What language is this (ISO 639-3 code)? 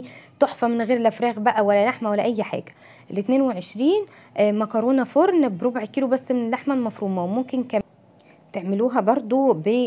arz